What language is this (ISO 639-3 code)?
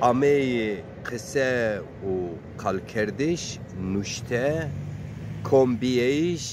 zza